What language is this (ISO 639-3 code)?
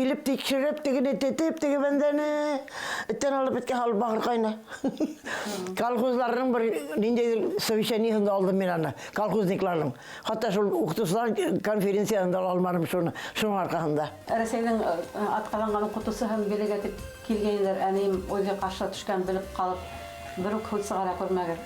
bak